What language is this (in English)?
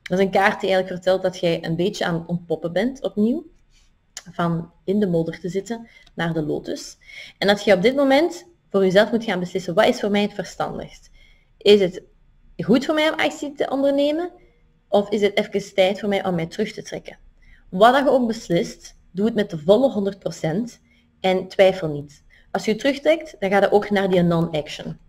Dutch